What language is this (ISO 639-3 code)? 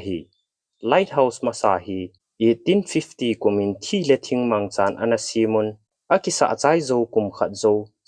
tcz